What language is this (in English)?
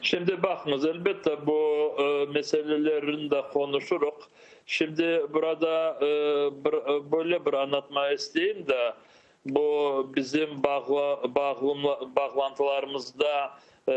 Crimean Tatar